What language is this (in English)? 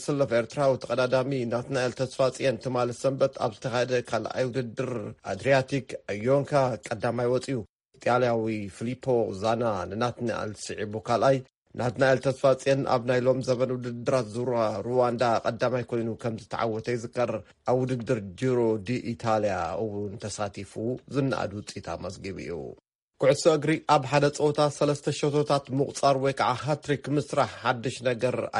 Tigrinya